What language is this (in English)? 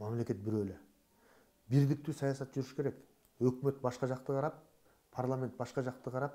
Kyrgyz